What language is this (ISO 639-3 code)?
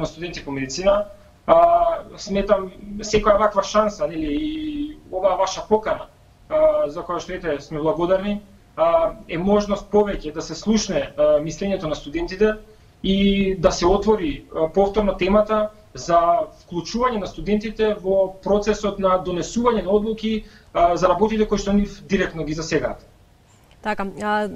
mkd